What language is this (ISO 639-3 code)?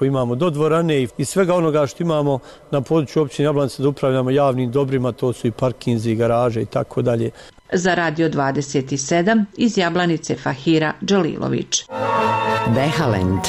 bos